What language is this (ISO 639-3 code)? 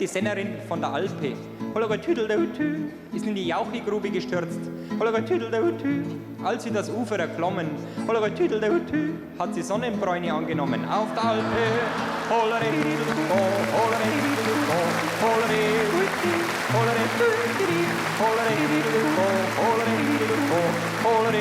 bar